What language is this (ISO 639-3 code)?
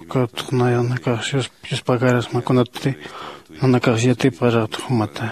aym